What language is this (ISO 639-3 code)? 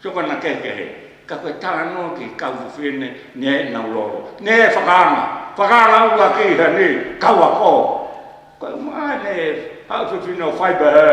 ton